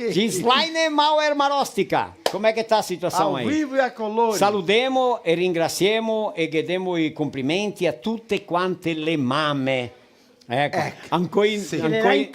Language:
Venetian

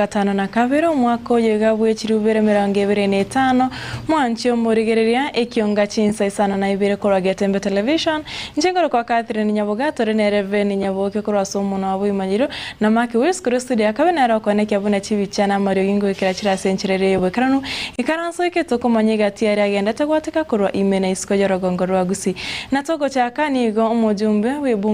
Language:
Gusii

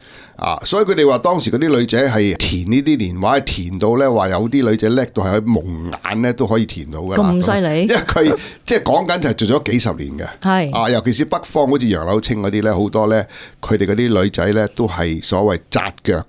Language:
Cantonese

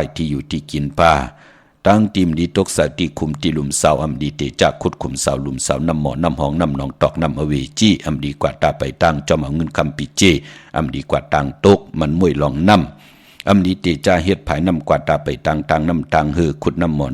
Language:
Shan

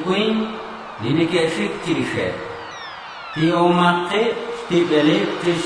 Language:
Kekchí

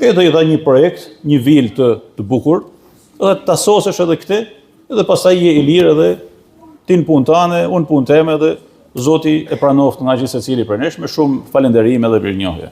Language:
Albanian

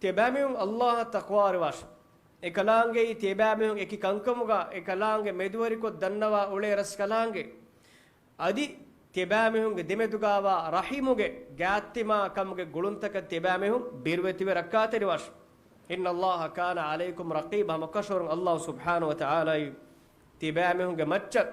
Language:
Divehi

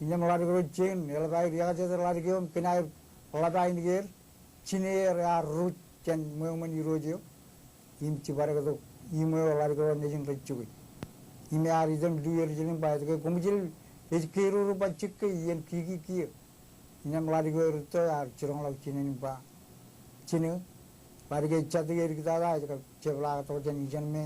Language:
Marshallese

